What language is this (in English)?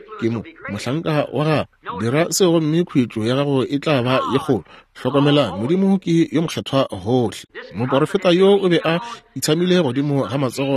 Northern Sotho